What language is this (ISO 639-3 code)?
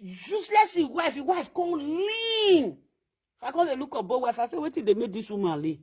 pcm